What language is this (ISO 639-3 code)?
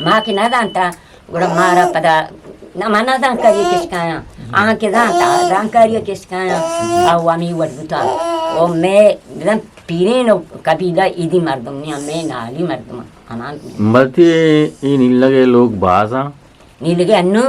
bgp